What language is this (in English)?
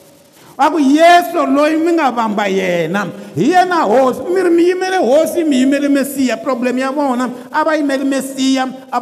Tsonga